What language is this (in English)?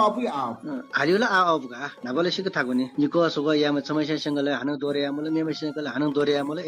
Newari